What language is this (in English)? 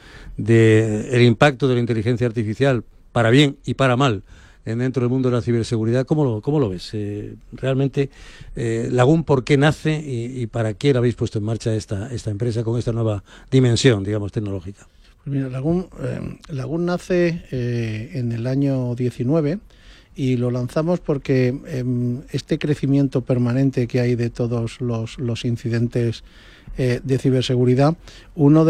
Spanish